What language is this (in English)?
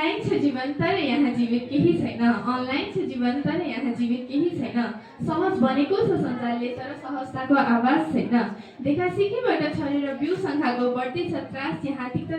Nepali